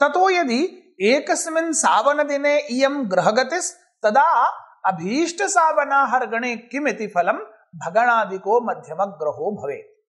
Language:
Sanskrit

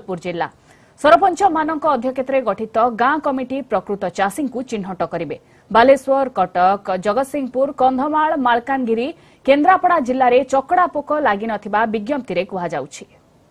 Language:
Odia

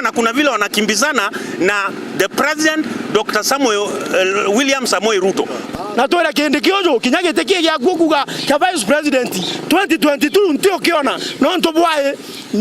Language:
Meru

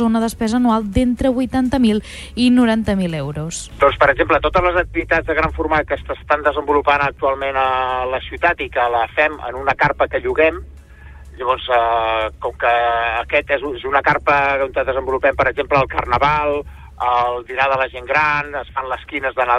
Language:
Catalan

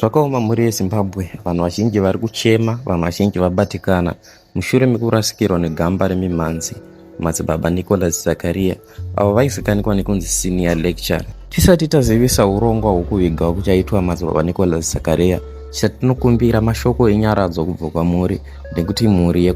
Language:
Shona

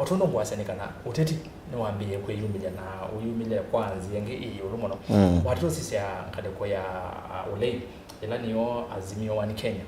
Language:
Kamba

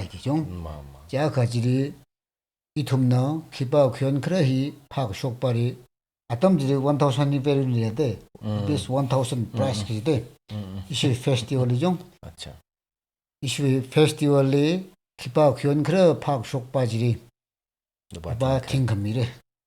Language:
Tangkhul Naga (India)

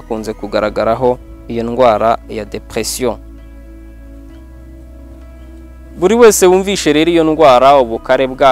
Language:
Kinyarwanda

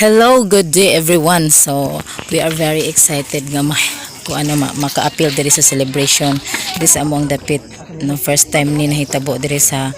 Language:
Cebuano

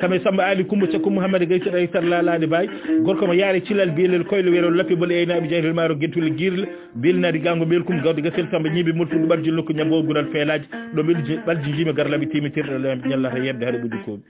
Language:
Fula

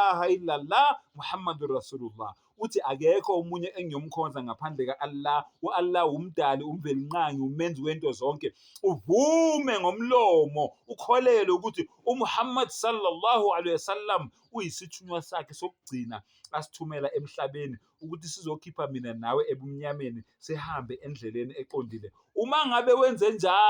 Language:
Zulu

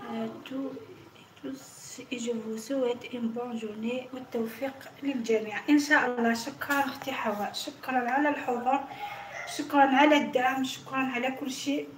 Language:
Algerian Arabic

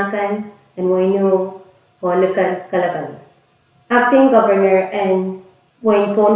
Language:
Pohnpeian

